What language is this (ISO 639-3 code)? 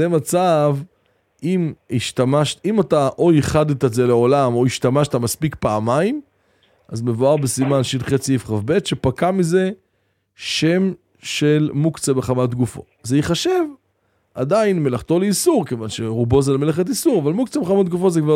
heb